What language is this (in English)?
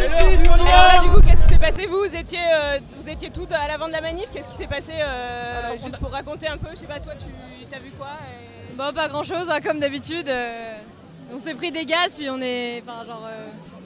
French